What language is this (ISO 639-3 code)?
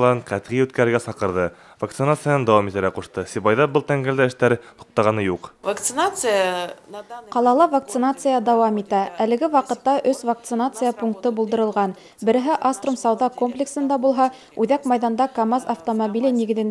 bak